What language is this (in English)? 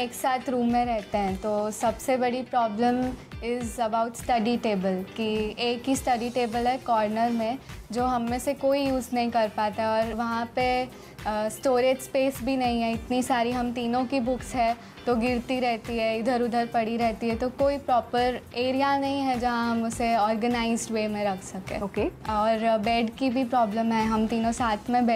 Hindi